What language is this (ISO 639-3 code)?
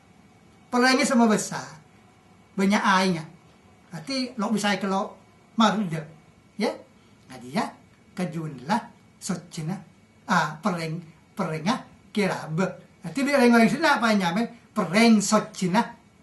mad